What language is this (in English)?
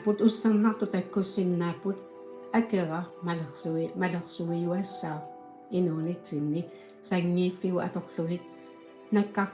Kalaallisut